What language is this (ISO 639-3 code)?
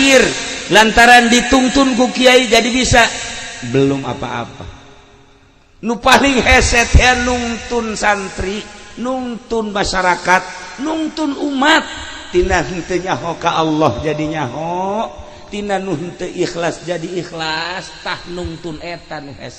sun